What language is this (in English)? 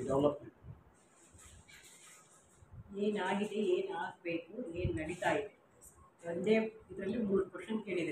Kannada